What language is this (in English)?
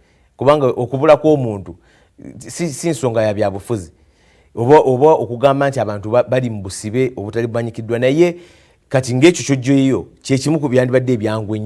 Ganda